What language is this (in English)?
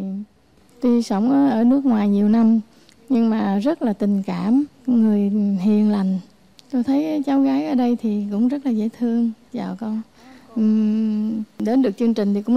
Vietnamese